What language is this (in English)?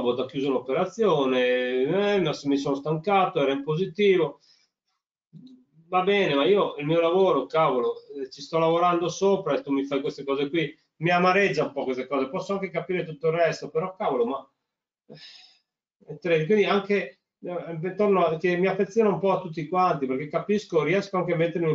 Italian